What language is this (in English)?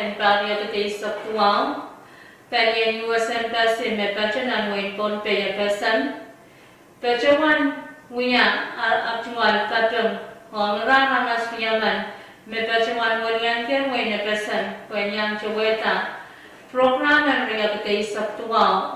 Pohnpeian